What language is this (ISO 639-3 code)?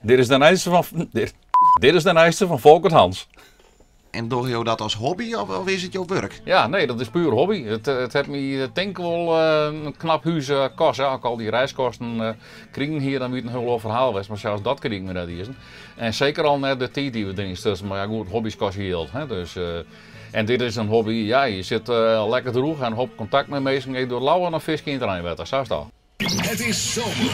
fry